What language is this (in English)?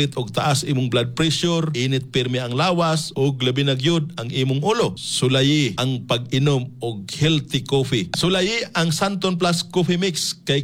Cebuano